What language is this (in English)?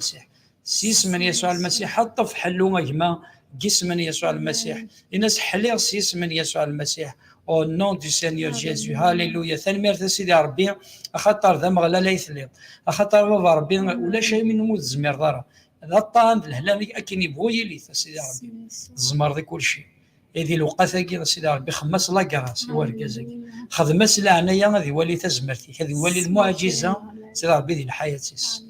Kabyle